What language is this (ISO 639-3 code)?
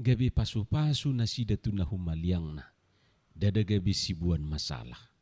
bbc